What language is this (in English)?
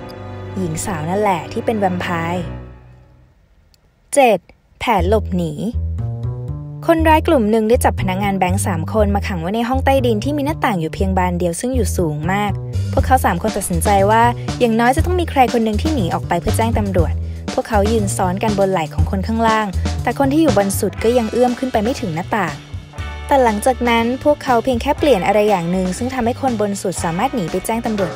Thai